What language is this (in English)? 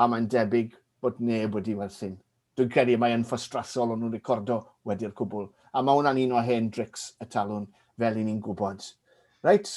Welsh